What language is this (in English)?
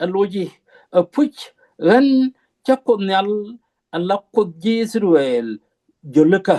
Nuer